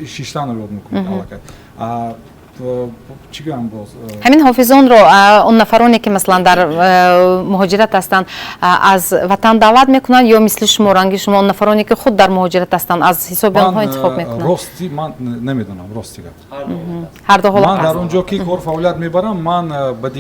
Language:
Tajik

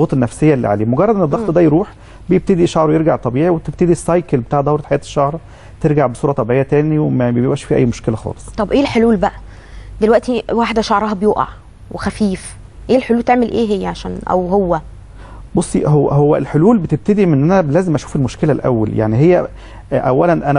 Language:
Egyptian Arabic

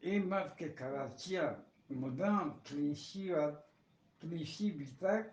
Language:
Eastern Balochi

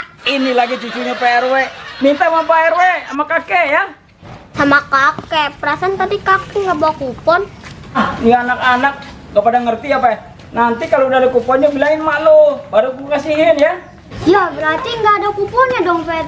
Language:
Betawi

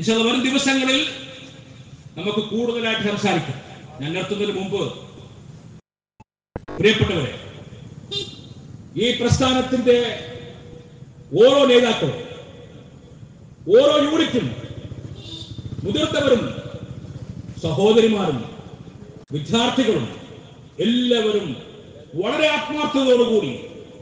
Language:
Malayalam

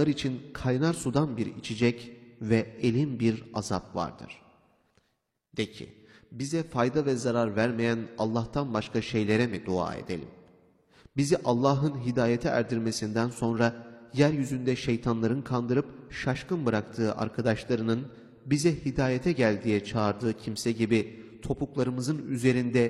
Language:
Turkish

